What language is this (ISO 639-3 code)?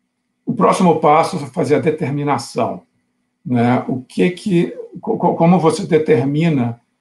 por